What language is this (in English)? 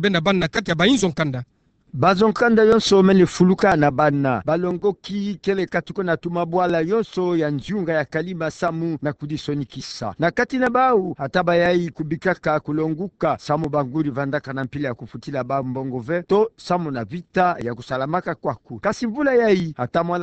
Kituba (Democratic Republic of Congo)